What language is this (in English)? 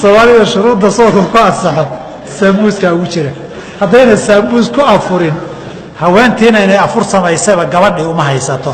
Somali